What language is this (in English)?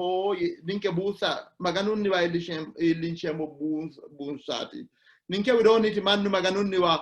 Sidamo